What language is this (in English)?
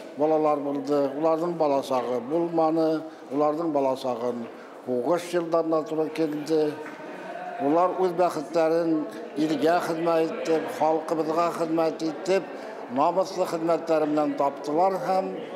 Bashkir